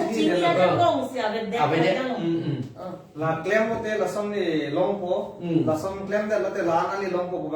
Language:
Karbi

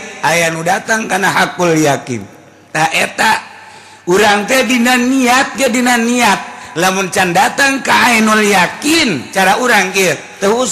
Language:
Sundanese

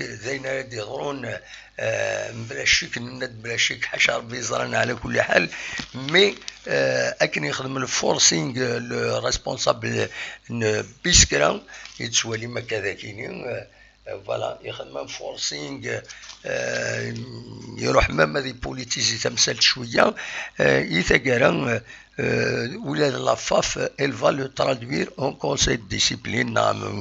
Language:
Kabyle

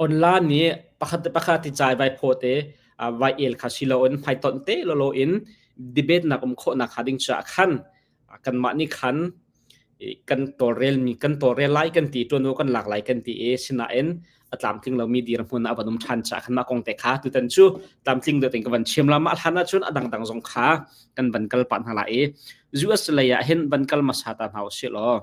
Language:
Hakha Chin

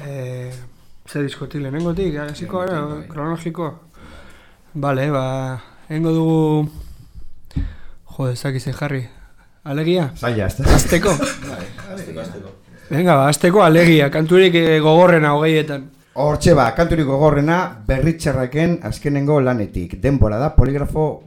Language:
Basque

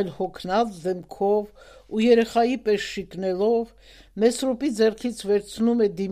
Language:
Armenian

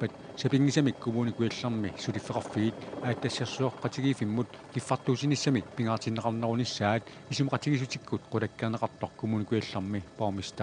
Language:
Kalaallisut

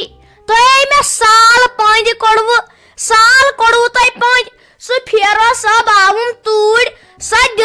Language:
Kashmiri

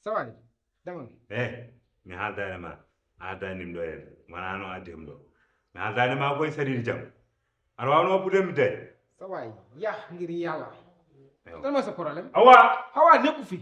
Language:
Fula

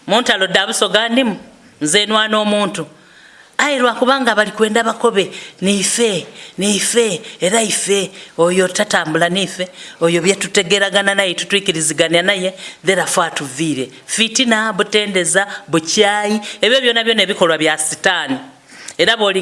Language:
Soga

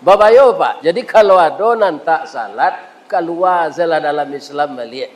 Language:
Minangkabau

